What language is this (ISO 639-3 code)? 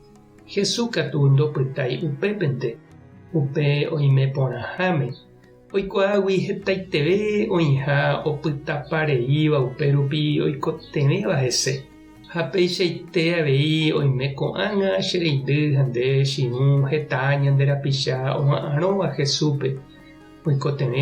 grn